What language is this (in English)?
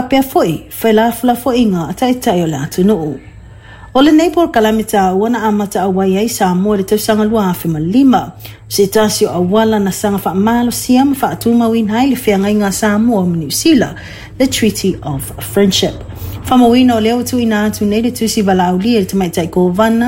Samoan